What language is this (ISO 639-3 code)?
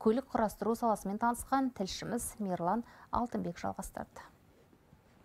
kaz